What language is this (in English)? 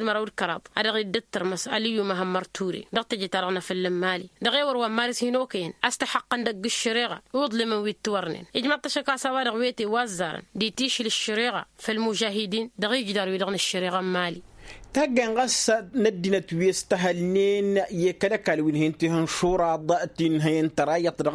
Tamasheq